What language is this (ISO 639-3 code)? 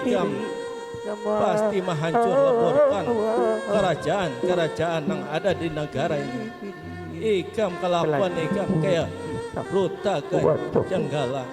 bjn